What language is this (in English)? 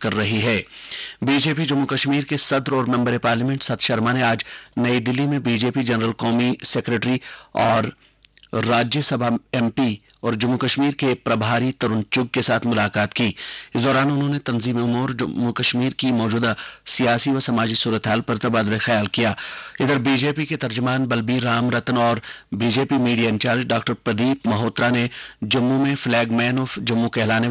Urdu